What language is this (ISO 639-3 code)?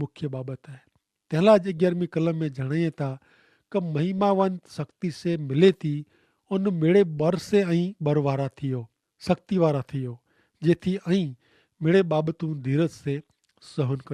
kfr